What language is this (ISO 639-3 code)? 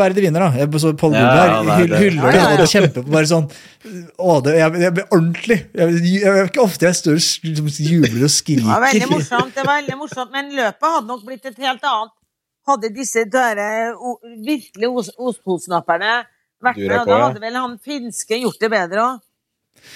nor